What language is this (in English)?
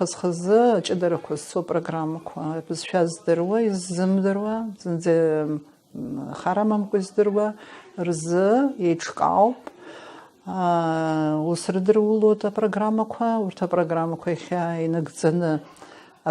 Abkhazian